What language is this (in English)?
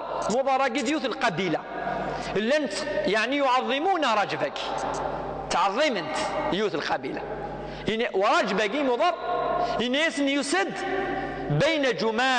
Kabyle